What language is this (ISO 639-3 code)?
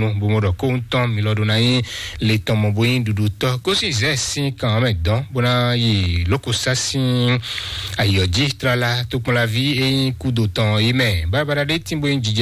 fon